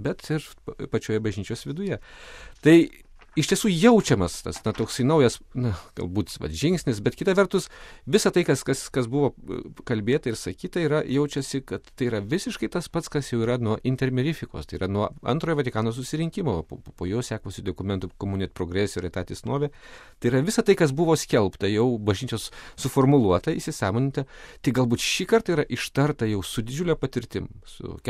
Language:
Lithuanian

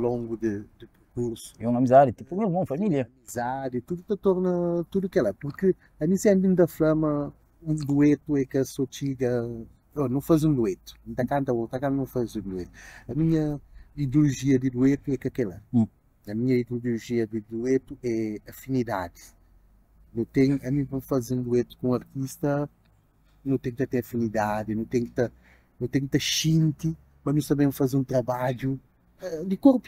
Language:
Kabuverdianu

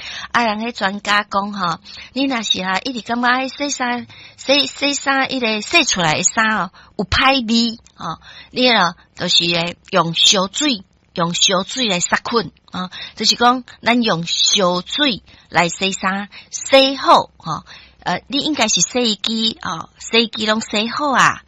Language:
Min Nan Chinese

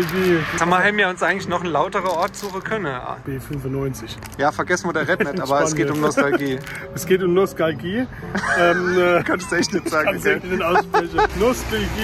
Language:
Palatine German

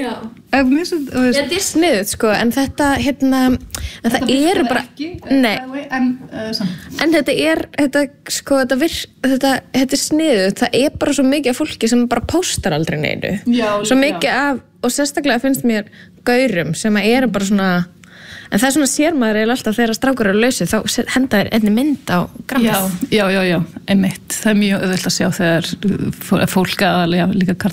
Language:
Icelandic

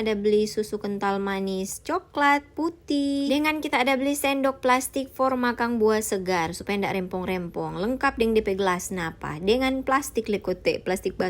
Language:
Manado Malay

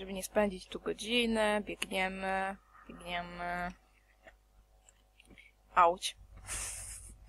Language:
Polish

